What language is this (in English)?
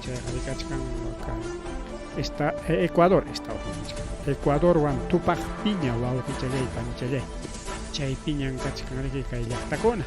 Ayacucho Quechua